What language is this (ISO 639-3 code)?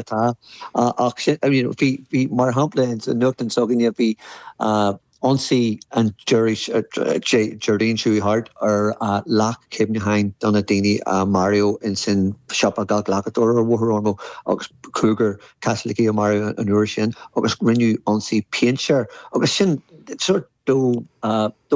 gle